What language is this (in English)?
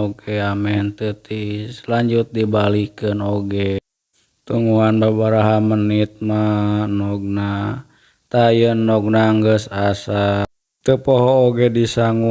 Sundanese